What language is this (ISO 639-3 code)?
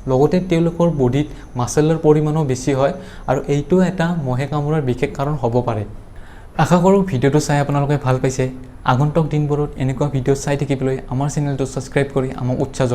asm